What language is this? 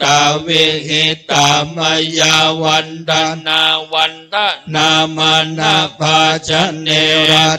Pali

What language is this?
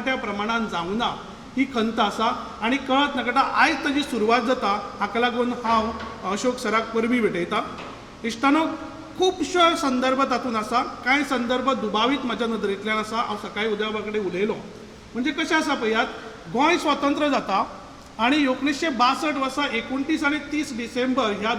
Konkani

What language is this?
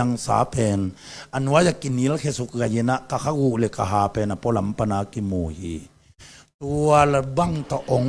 Tedim Chin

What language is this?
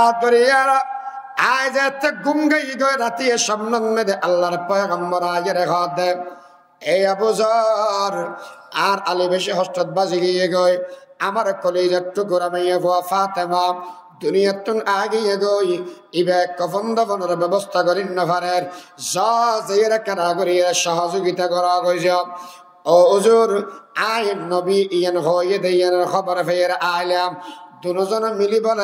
Rohingya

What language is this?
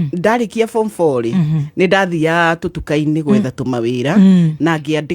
Kikuyu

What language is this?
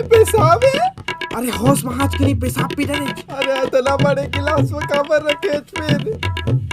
Chhattisgarhi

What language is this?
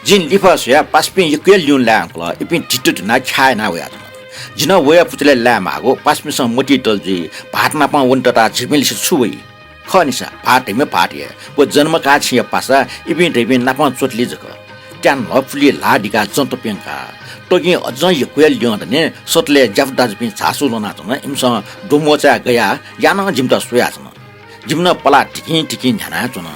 Newari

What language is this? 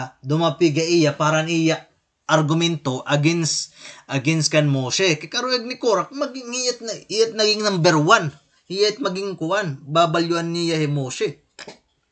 Waray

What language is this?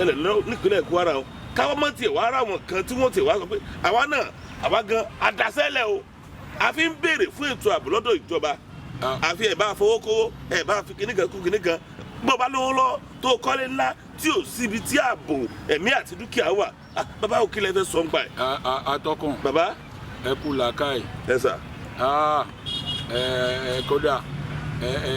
Yoruba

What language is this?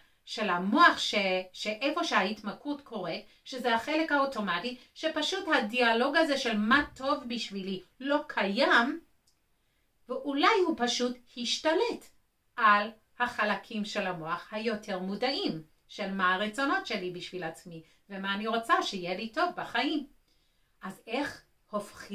Hebrew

